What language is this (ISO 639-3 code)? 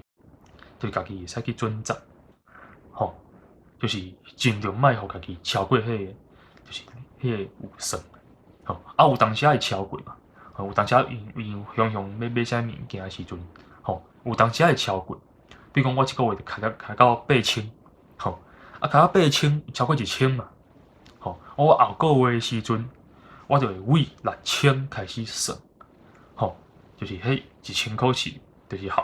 nan